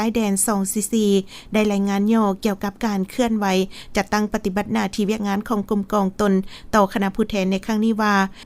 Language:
Lao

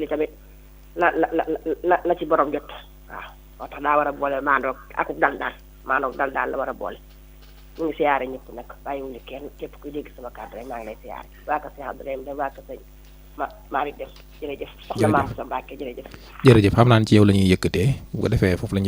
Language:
Wolof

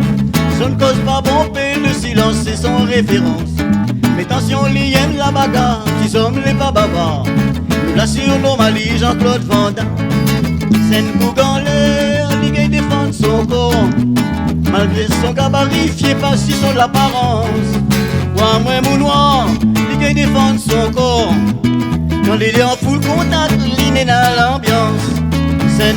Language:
Réunion Creole French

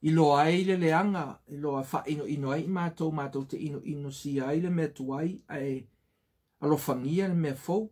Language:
Samoan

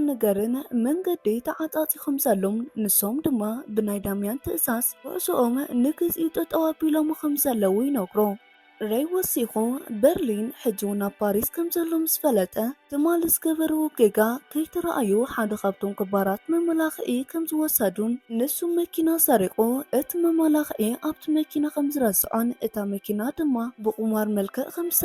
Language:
Tigrinya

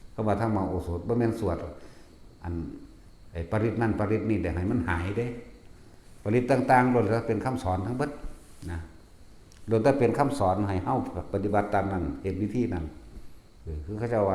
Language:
Northeastern Thai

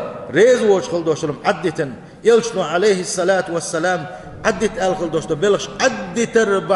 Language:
Chechen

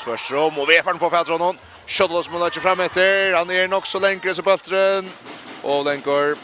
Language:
Faroese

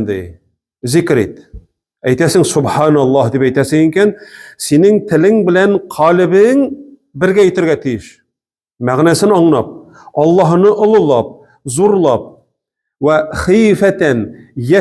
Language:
Tatar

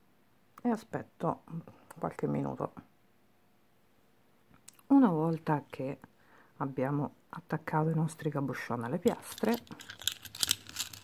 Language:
Italian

